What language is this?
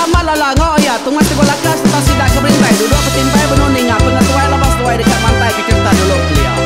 Iban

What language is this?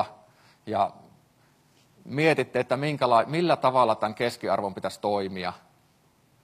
Finnish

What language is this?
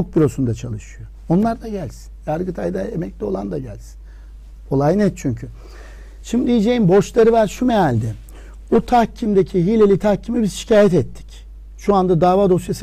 Turkish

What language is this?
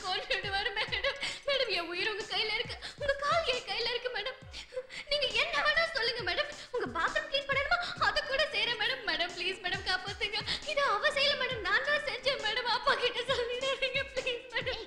Tamil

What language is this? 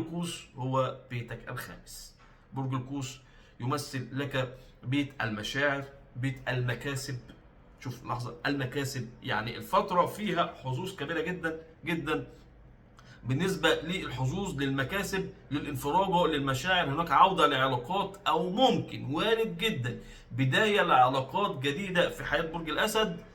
Egyptian Arabic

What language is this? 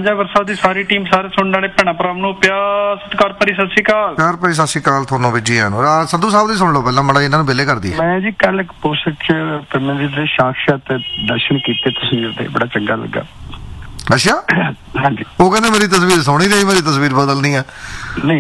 Punjabi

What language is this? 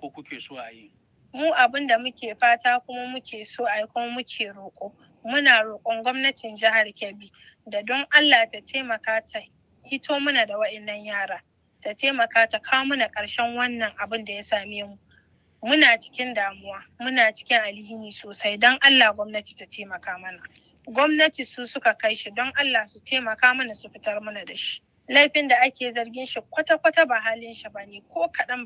Hausa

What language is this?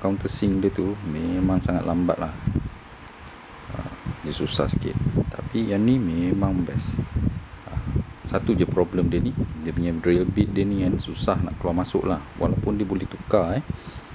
Malay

